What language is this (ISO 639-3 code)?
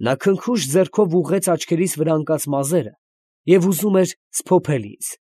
hye